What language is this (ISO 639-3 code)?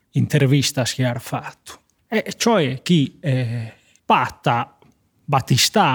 srd